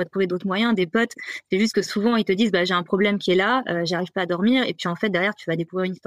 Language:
French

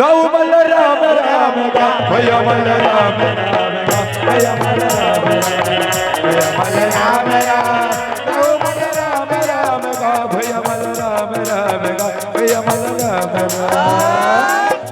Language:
Chhattisgarhi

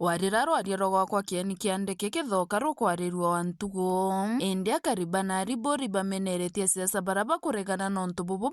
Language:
Meru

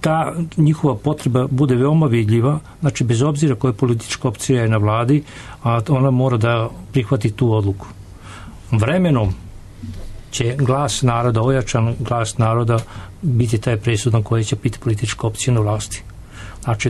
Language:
Serbian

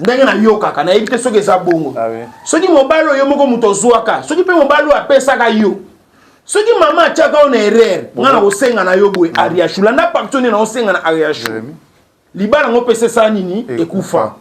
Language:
Lingala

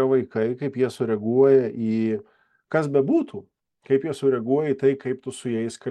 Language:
Lithuanian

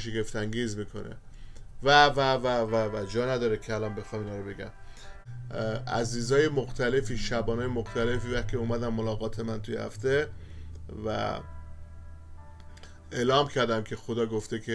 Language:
Persian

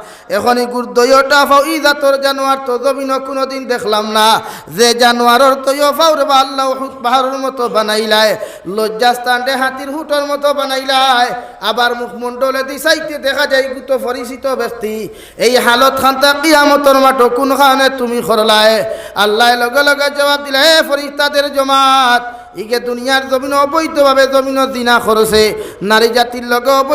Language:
Sylheti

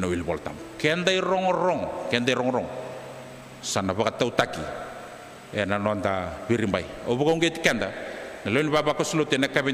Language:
Fijian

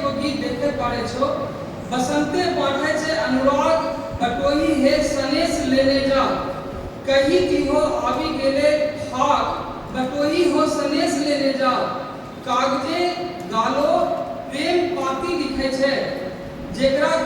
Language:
Angika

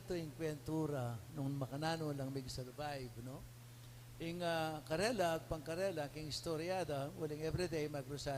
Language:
Pampanga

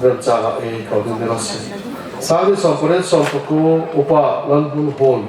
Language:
Hmar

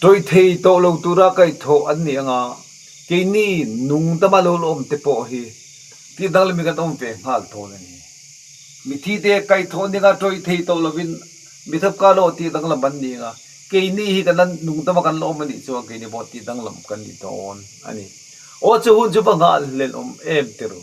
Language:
Mizo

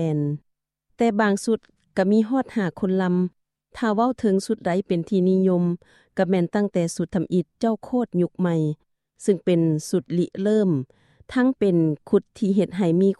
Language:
Lao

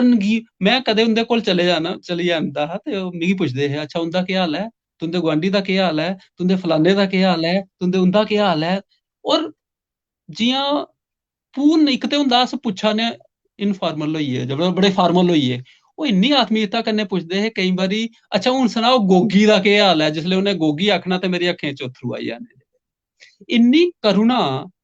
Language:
Dogri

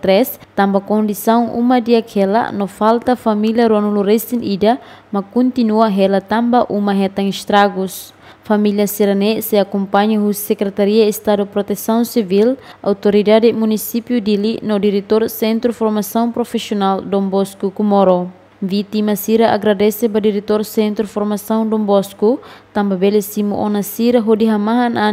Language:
Tetum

